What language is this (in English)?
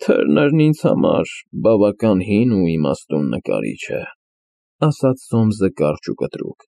Armenian